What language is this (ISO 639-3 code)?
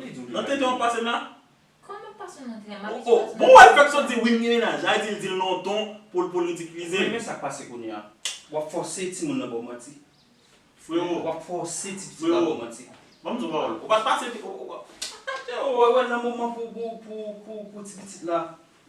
hat